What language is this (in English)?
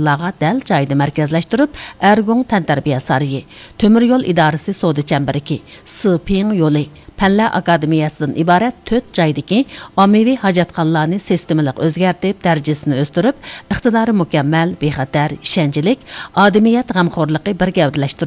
Uyghur